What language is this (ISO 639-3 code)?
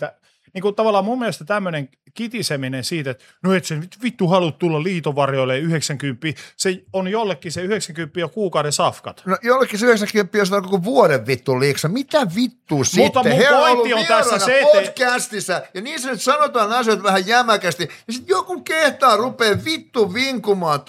fin